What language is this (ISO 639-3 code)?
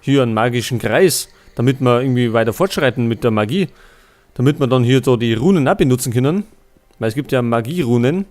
bar